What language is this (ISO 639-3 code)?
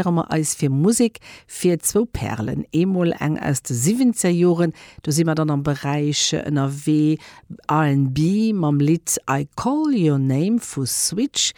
ltz